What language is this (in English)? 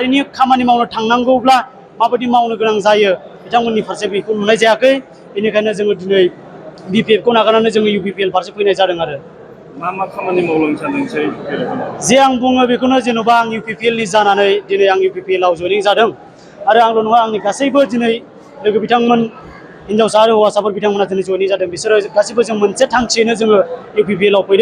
Bodo